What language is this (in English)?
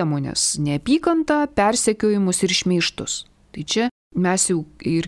Lithuanian